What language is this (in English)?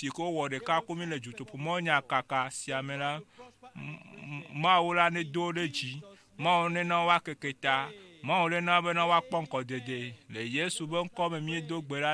Ewe